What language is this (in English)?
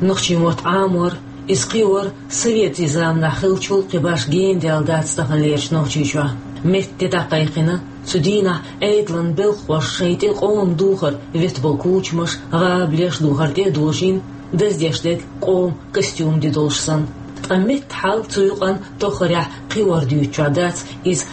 Chechen